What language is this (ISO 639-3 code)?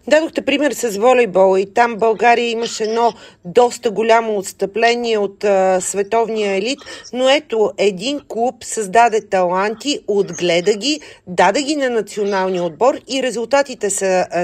bul